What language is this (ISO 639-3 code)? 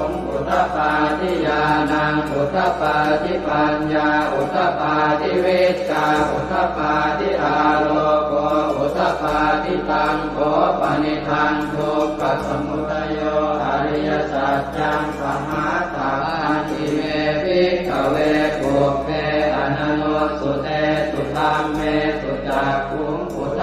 pli